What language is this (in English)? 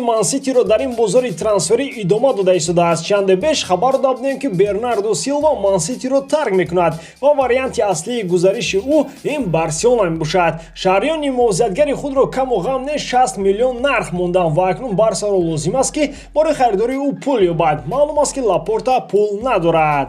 Tajik